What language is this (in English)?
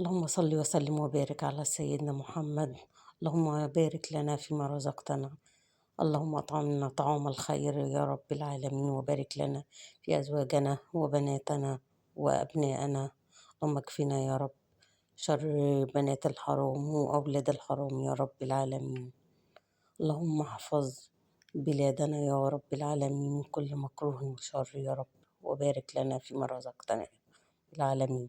Egyptian Arabic